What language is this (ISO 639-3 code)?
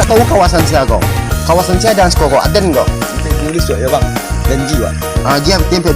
min